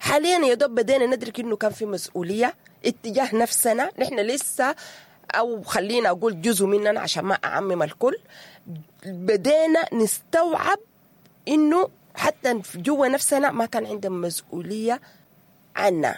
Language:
Sudanese Arabic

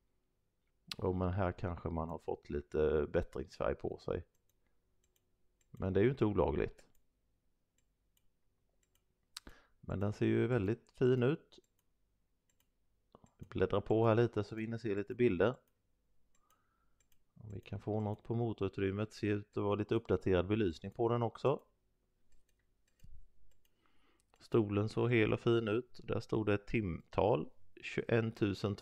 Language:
Swedish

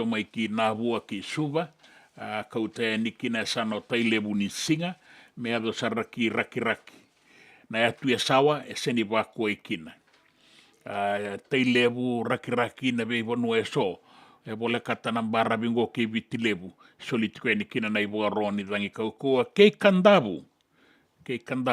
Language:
Fijian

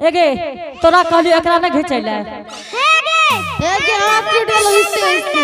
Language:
Angika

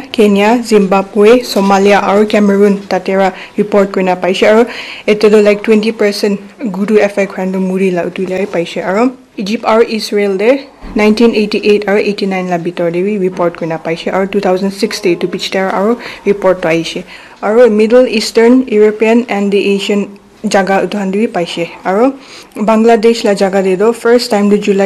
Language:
Naga Pidgin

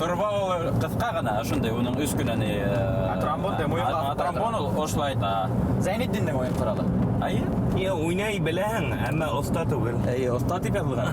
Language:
Bashkir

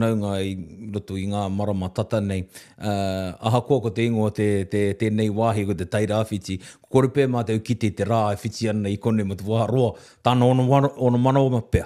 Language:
Māori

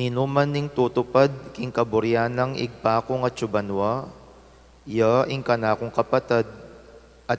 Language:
Pampanga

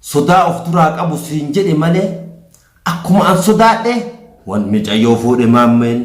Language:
Oromo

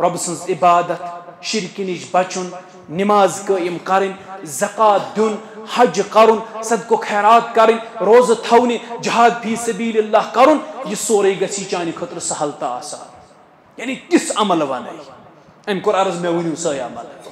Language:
Kashmiri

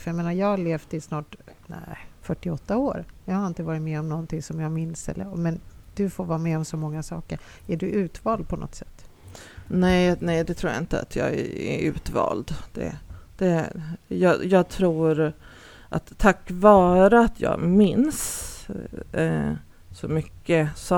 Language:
Swedish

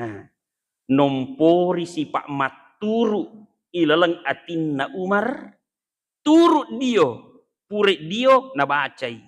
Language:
Buginese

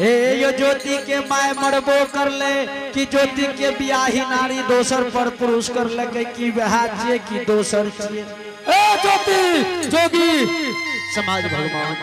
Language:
Angika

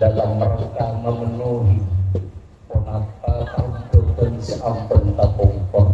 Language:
Madurese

